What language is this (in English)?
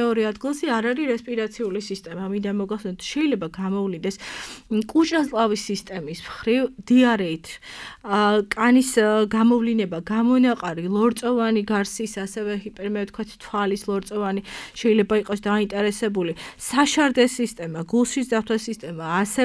Georgian